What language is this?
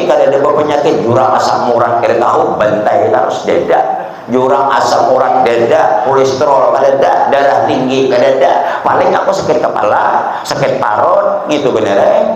Banjar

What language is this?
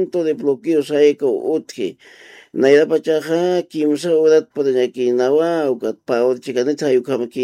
Aymara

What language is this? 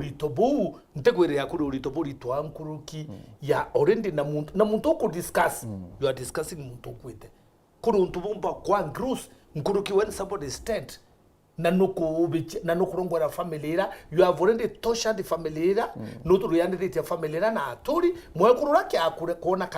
Meru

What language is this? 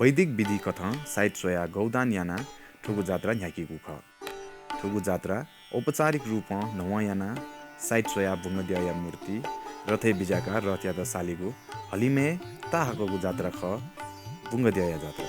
Newari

